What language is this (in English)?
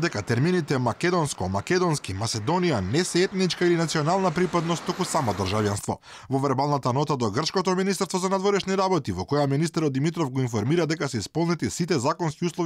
Macedonian